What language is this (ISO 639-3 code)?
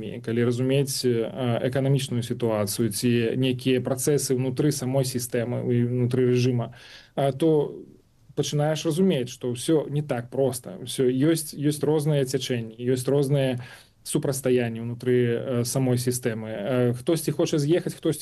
bel